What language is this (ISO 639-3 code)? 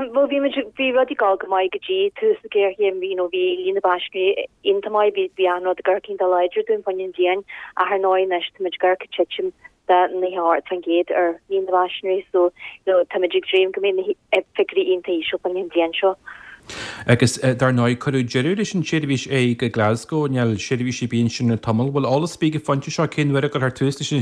gle